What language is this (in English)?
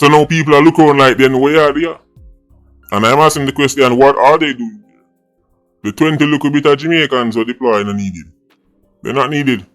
Jamaican Creole English